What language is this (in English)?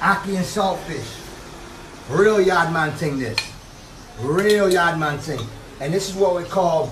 Jamaican Creole English